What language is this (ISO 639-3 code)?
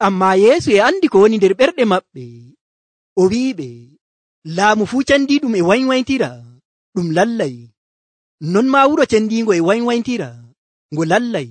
fuv